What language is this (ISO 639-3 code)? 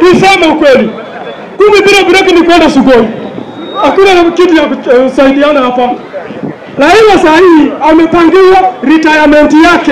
swa